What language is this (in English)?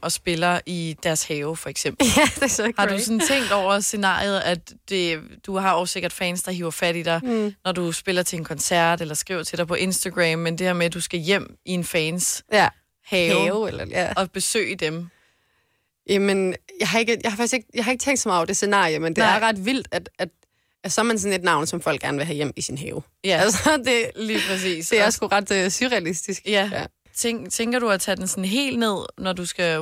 Danish